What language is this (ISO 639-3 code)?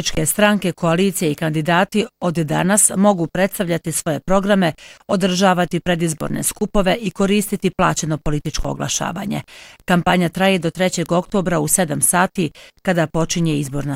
bos